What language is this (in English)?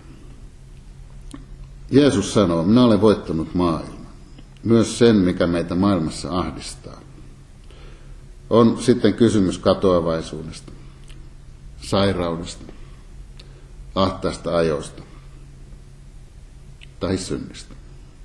Finnish